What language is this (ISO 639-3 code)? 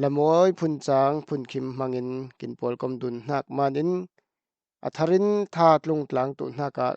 cfm